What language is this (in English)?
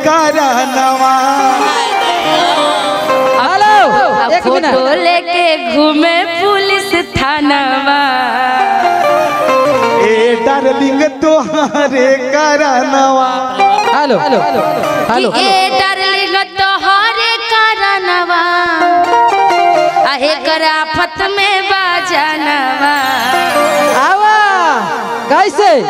Bhojpuri